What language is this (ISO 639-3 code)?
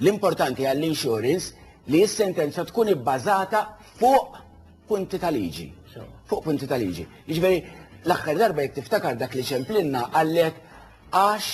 mlt